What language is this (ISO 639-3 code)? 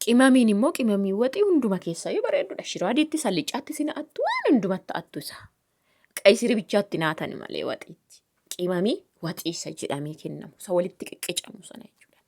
orm